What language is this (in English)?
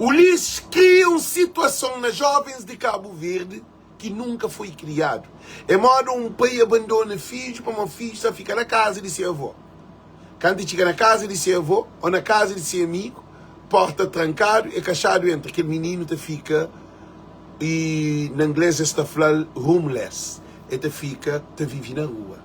Kabuverdianu